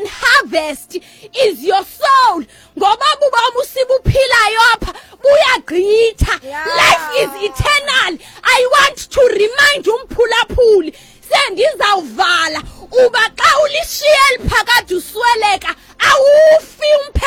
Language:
Xhosa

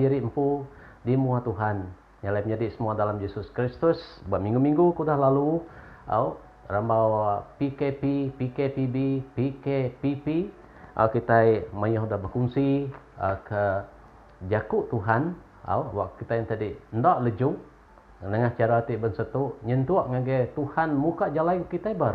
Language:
Iban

